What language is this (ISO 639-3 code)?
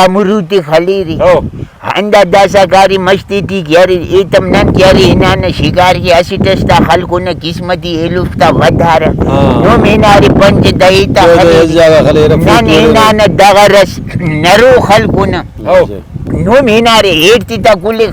brh